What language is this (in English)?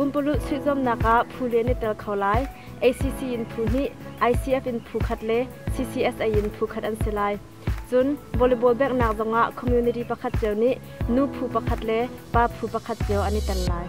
Hakha Chin